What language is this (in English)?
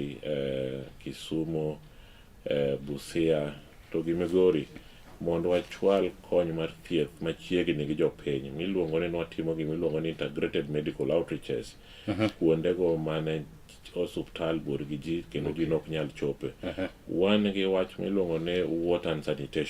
Luo (Kenya and Tanzania)